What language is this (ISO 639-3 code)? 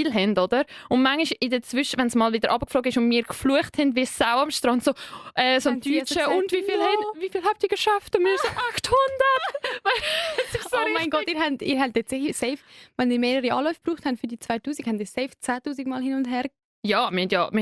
gsw